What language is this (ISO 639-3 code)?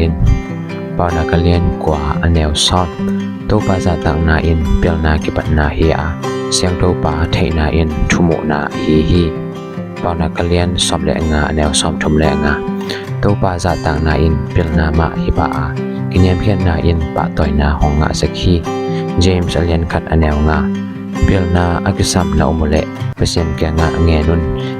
ctd